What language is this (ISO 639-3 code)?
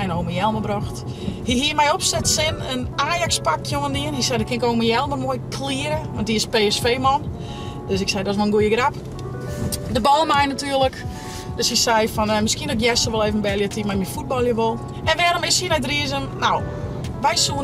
fry